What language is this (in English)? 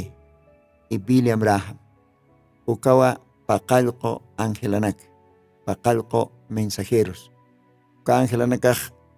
Aymara